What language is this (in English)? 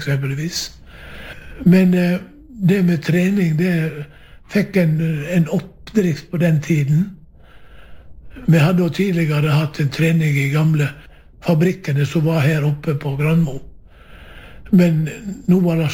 Norwegian